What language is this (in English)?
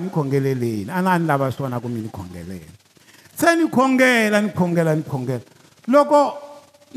Tsonga